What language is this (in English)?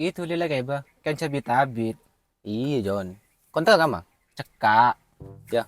Madurese